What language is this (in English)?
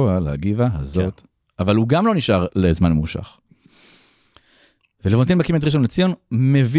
Hebrew